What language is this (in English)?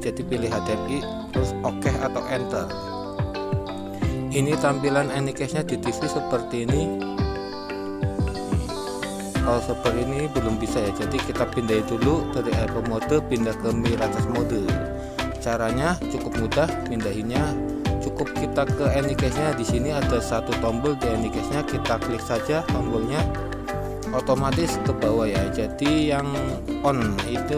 Indonesian